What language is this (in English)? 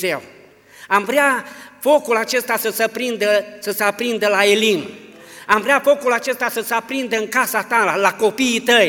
Romanian